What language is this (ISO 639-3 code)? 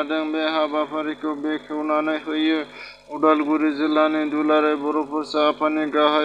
brx